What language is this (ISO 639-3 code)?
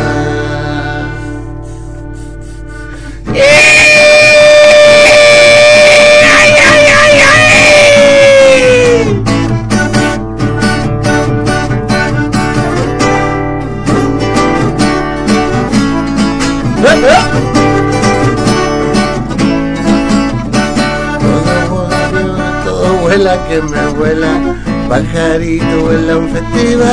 spa